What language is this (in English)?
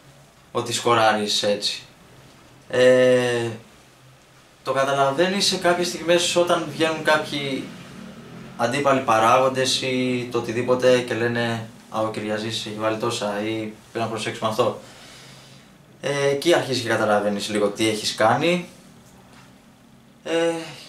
Greek